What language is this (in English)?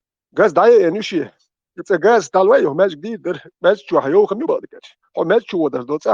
Chechen